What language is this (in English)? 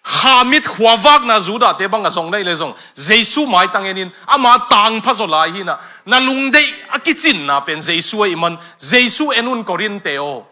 Tedim Chin